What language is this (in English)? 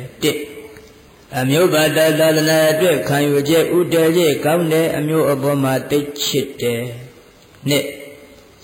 Burmese